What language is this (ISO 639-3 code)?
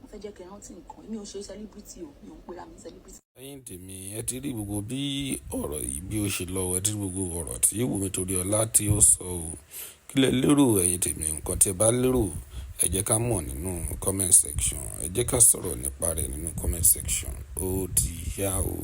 yor